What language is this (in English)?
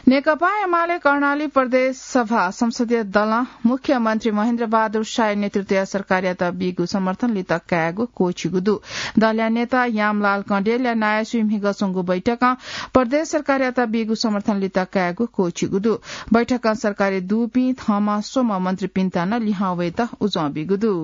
Newari